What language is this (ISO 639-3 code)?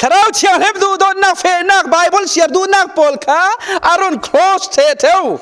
cfm